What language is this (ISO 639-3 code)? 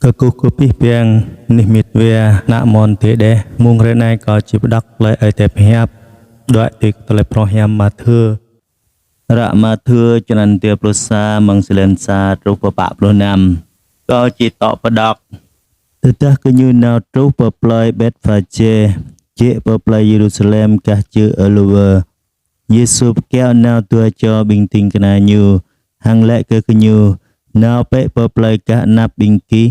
jra